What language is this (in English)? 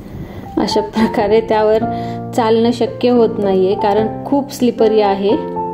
Marathi